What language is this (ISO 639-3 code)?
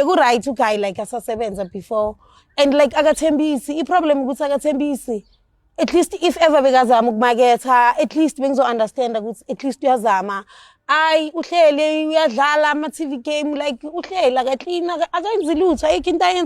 zul